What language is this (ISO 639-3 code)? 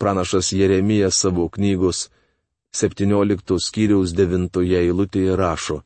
lit